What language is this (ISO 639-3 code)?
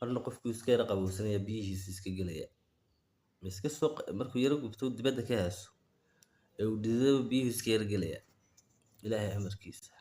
som